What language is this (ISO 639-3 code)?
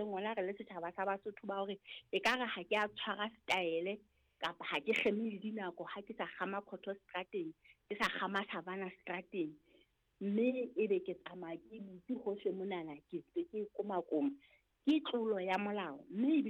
sot